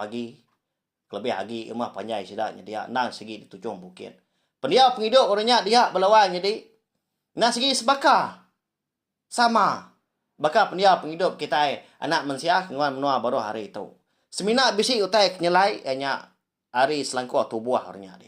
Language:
Iban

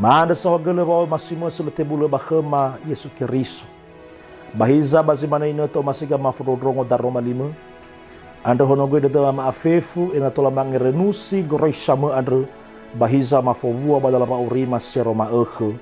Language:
Nias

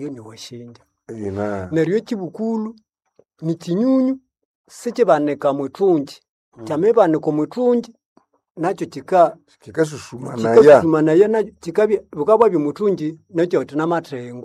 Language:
Nande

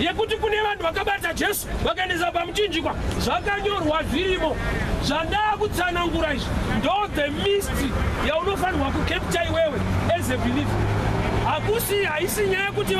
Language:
Shona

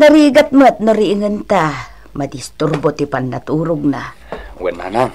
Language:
Iloko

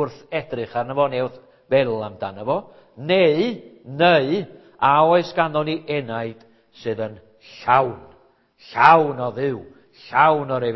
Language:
Welsh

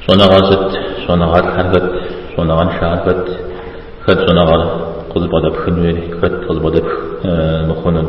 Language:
Kabardian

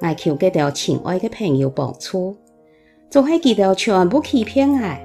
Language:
Hakka Chinese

